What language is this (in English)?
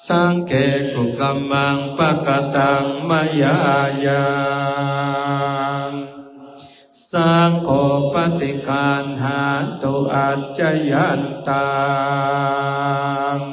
Pali